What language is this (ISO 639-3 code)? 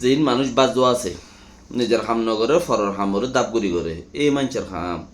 rhg